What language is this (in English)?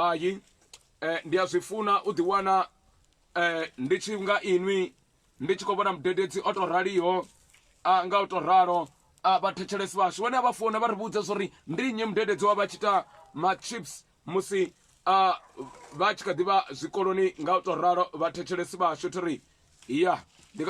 Venda